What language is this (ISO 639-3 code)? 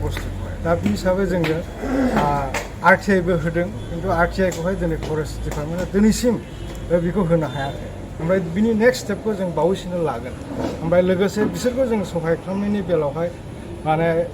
brx